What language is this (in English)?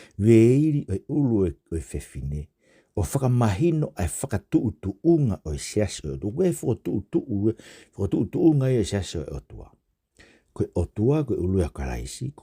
Tongan